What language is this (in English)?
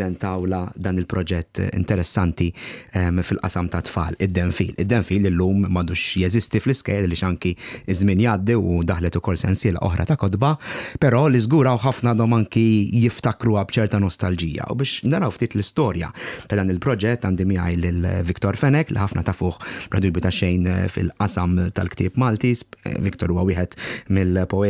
Maltese